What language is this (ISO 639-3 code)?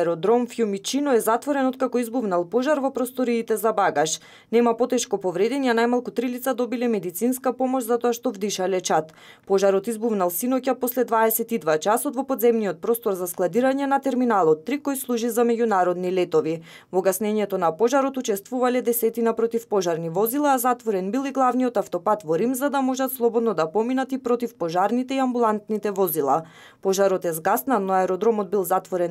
mkd